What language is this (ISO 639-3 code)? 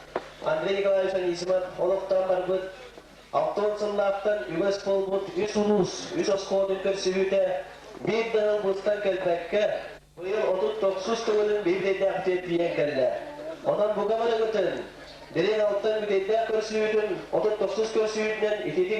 sah